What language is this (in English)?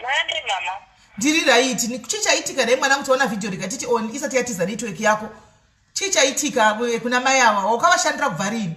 Shona